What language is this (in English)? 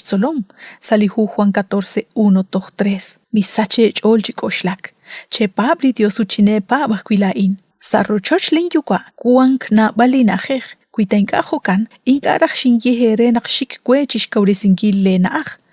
Kekchí